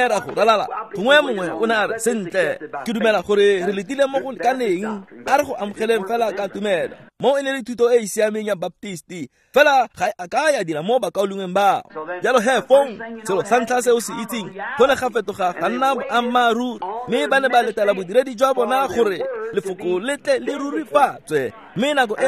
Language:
Tswana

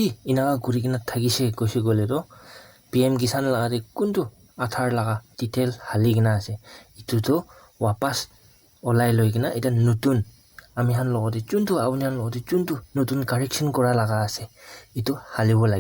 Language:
Naga Pidgin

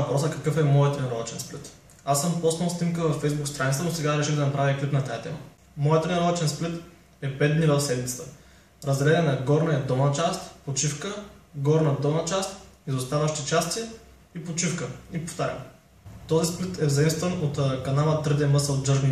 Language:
Bulgarian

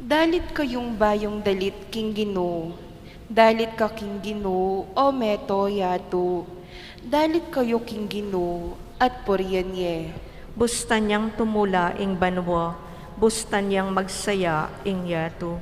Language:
Pampanga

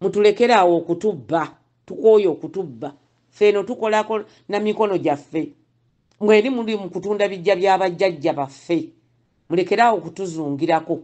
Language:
Ganda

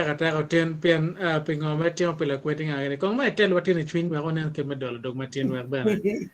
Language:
Acoli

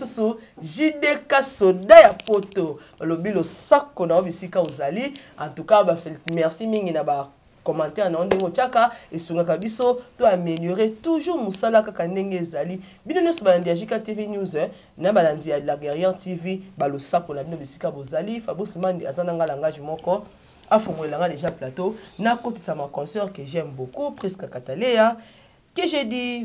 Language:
Lingala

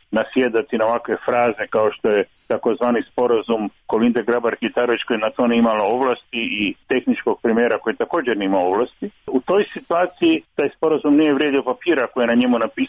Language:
Croatian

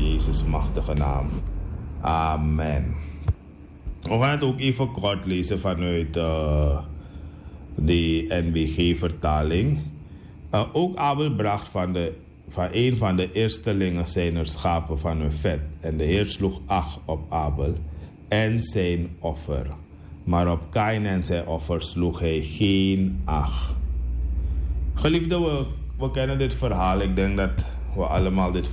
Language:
Dutch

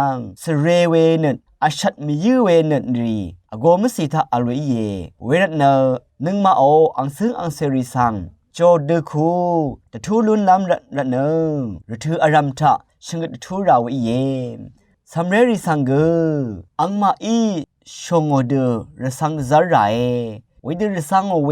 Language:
Rawang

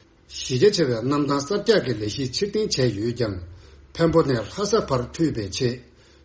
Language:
Tibetan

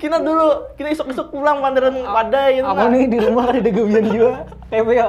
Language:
Banjar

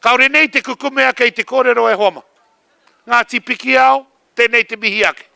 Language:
Māori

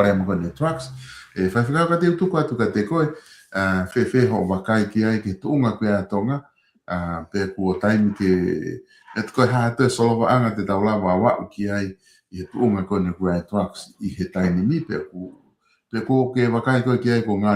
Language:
Tongan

